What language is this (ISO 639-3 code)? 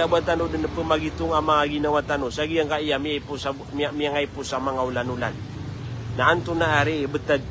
mrw